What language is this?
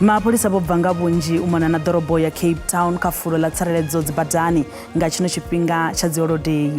Venda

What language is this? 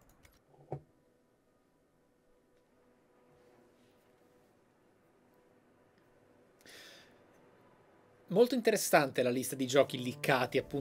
Italian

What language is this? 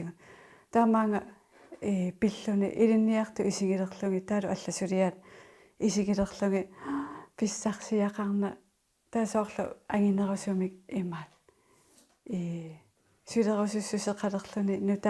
Kalaallisut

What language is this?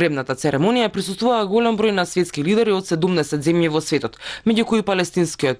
Macedonian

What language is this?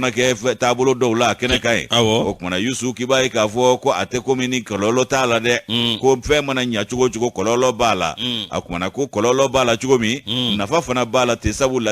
Bambara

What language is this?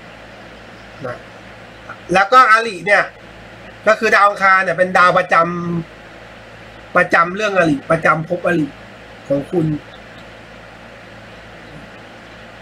Thai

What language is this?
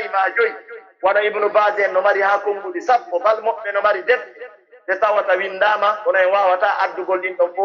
Pular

